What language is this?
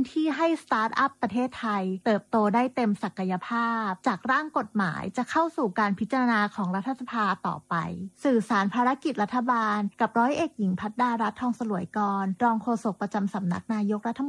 Thai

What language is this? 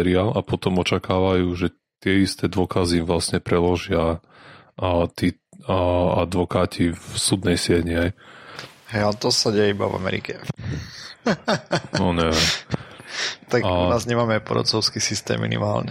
Slovak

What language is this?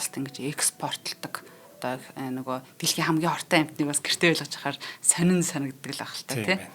Mongolian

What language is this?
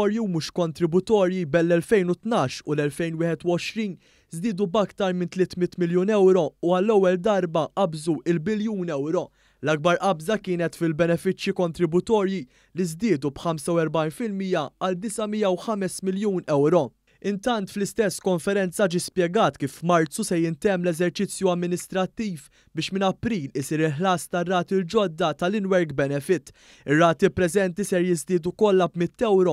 Maltese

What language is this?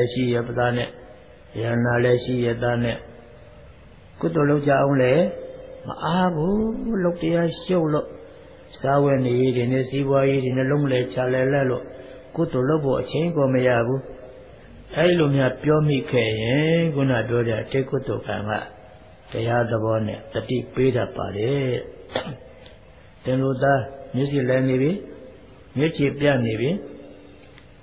Burmese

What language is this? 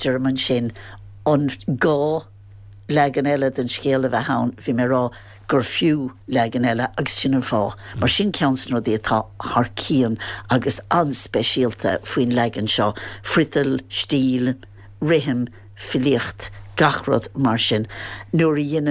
Irish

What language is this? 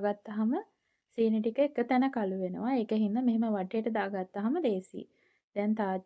Sinhala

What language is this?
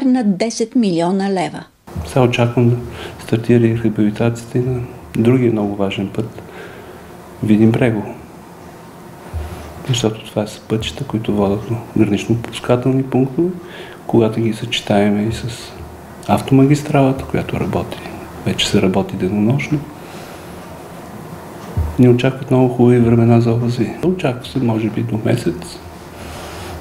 Bulgarian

